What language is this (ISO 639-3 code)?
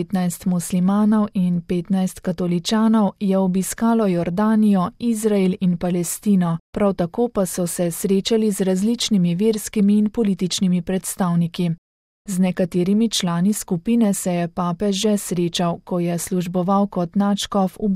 slv